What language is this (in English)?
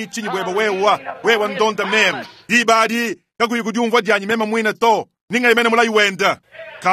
Luba-Lulua